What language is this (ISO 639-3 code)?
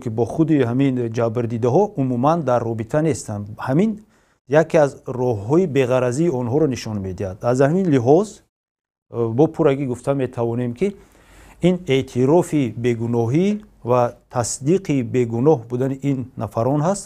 tgk